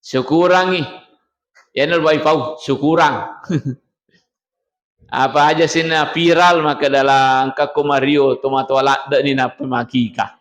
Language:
Buginese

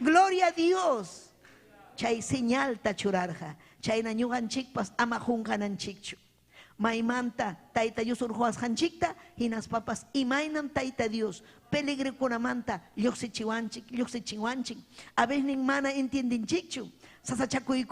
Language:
Ayacucho Quechua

